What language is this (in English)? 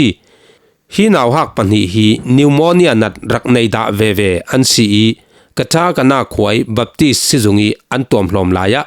Falam Chin